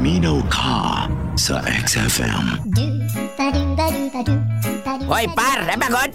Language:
Filipino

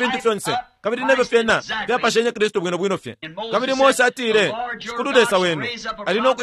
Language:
Bemba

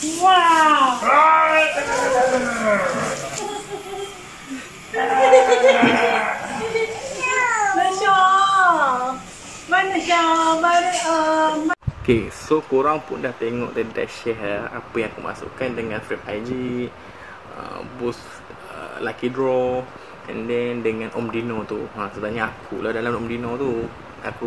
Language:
Malay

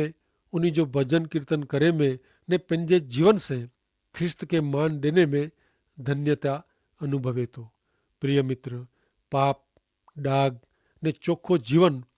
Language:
Kachhi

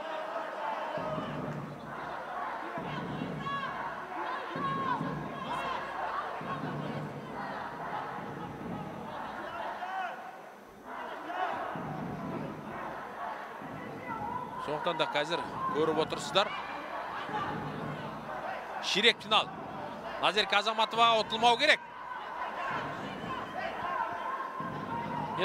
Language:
Kazakh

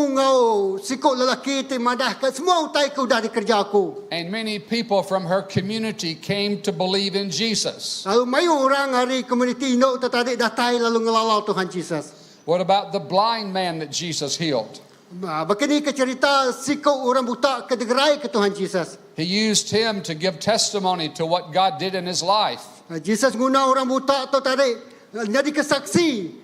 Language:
Iban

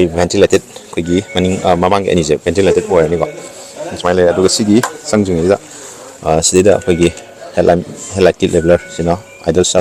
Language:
Manipuri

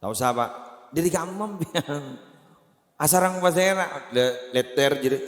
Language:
Madurese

